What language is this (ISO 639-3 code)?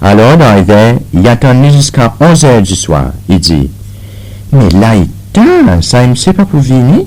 crs